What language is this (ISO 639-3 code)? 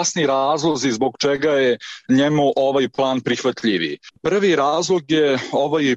srp